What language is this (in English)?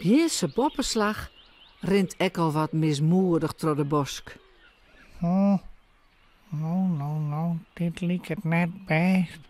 Western Frisian